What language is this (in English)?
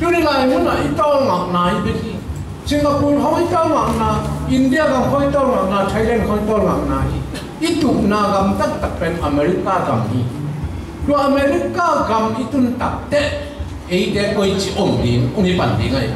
Tedim Chin